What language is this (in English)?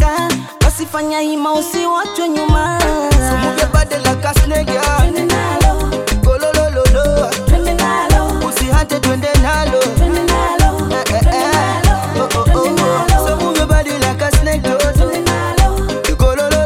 Swahili